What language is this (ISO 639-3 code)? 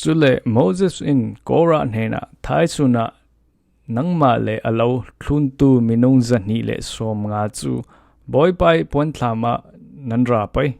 cfm